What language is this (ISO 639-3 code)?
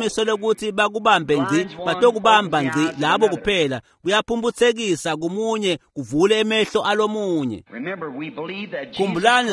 ssw